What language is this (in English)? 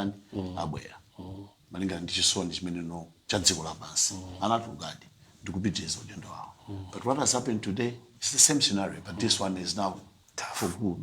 Nyanja